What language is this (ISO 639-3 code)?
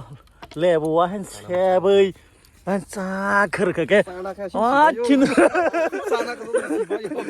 trp